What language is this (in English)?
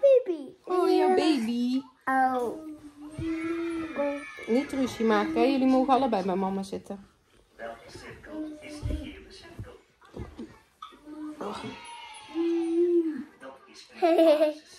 Dutch